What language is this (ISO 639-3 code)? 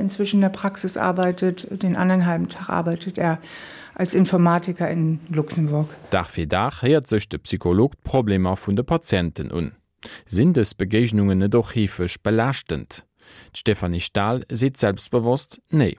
ltz